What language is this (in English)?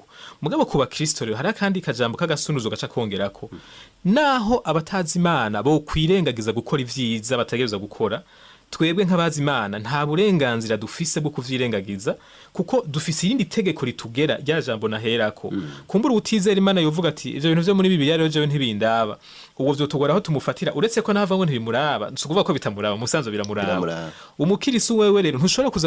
Rundi